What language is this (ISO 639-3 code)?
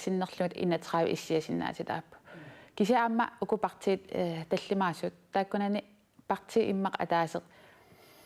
kal